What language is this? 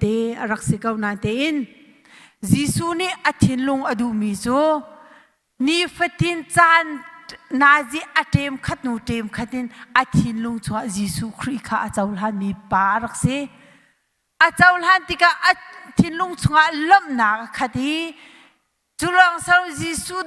Hakha Chin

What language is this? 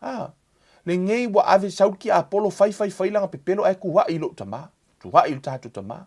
Samoan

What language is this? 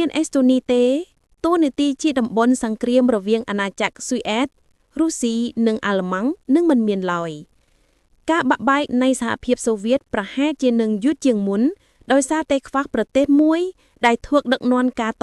Khmer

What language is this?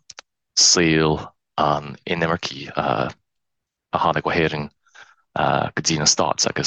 Irish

